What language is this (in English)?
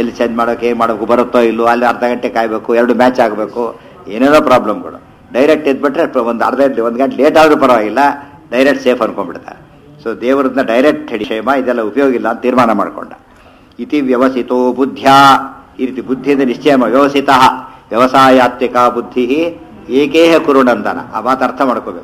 Kannada